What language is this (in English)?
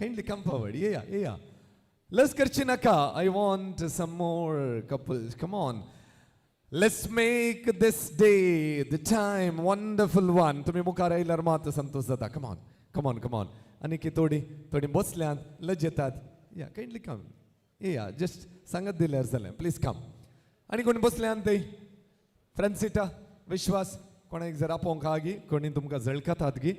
Konkani